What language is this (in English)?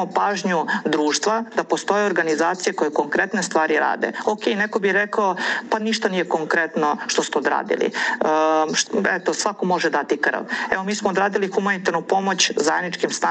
Serbian